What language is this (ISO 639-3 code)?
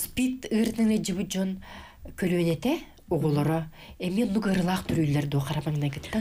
sah